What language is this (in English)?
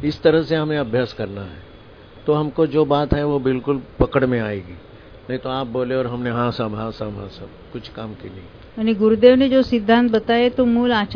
Hindi